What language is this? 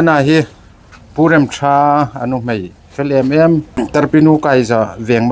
Hmar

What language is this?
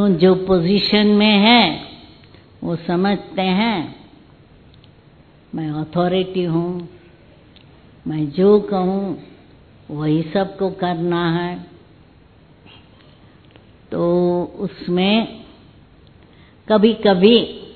Hindi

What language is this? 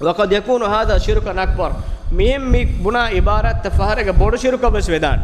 Divehi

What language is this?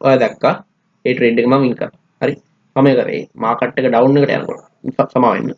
Sinhala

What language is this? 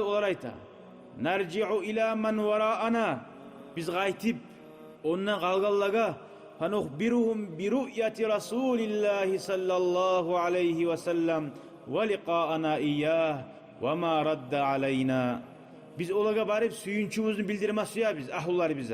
Kumyk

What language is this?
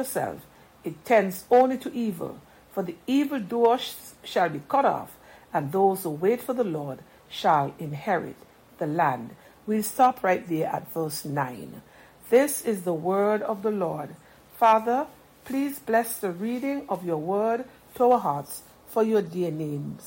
English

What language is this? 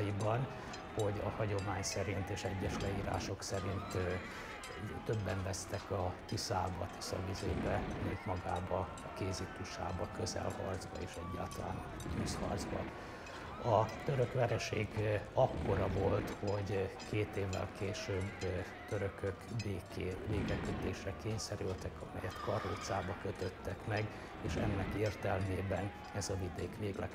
Hungarian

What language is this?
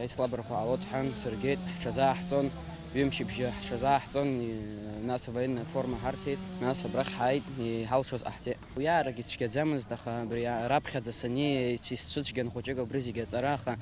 Abkhazian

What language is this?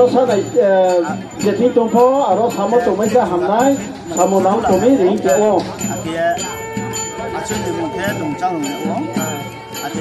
Riang (India)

